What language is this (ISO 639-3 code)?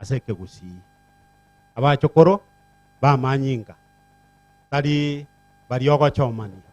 guz